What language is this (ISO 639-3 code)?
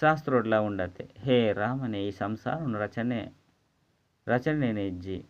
tcy